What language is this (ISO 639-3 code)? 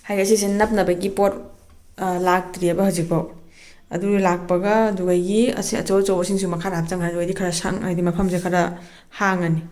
mni